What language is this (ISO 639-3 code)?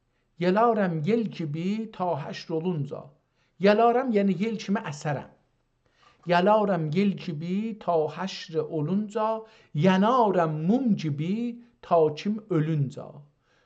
azb